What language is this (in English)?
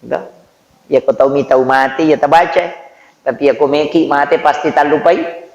Buginese